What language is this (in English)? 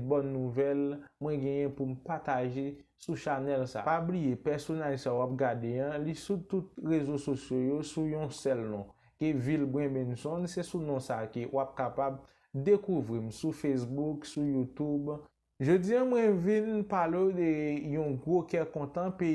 Haitian Creole